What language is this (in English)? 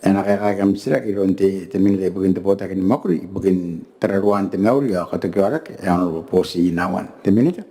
Gilbertese